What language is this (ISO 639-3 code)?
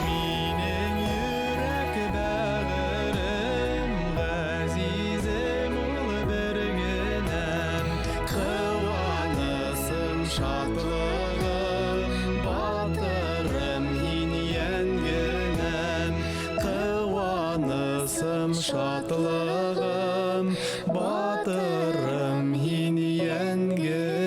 bak